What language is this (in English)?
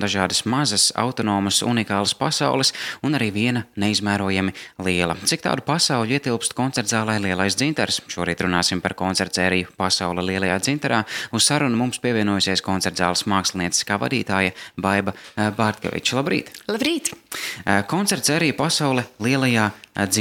Latvian